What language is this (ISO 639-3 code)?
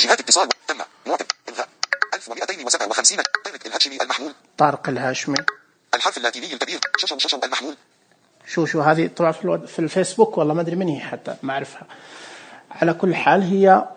ars